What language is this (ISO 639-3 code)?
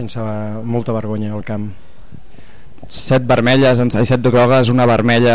cat